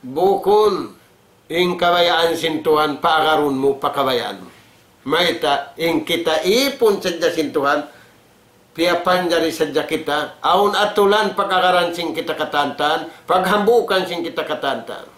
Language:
Tausug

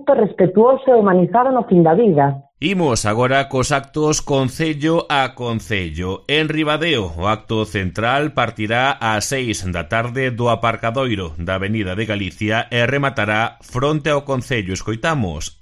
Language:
Galician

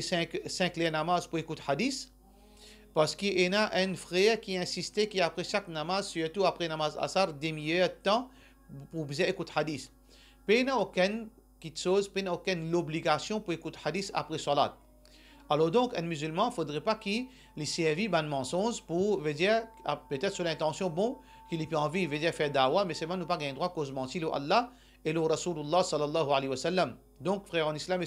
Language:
Morisyen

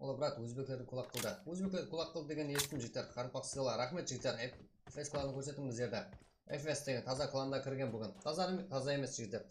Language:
Kara-Kalpak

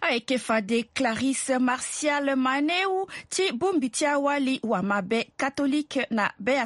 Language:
Sango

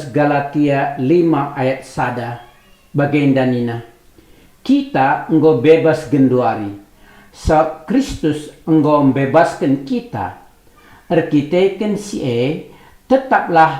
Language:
Batak Karo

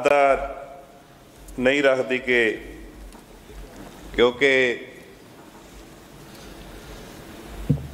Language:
Punjabi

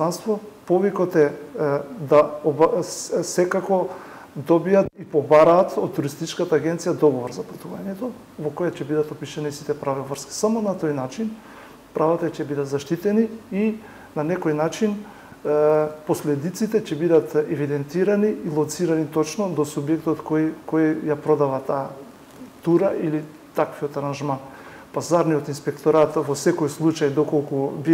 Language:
Macedonian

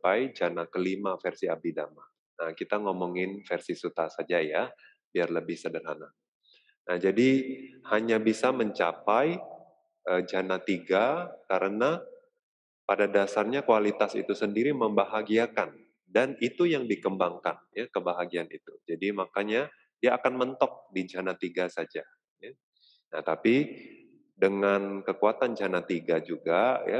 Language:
Indonesian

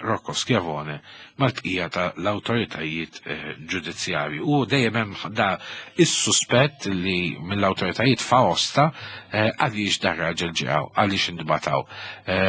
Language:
Maltese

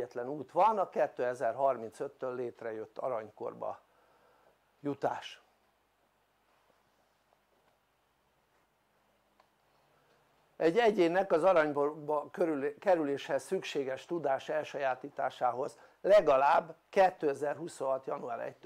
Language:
Hungarian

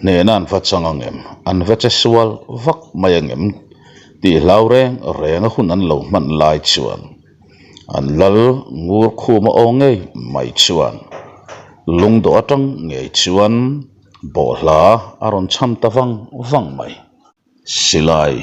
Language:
Mizo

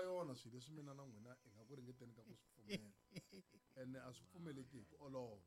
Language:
Tsonga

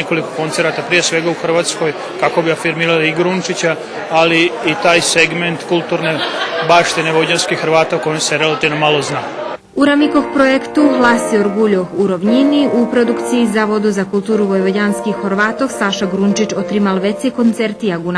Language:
Rusyn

